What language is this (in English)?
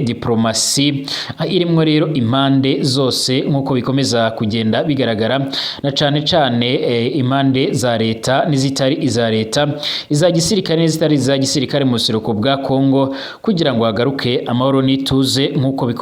Rundi